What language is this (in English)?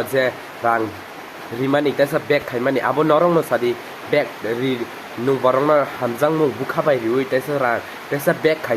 Kok Borok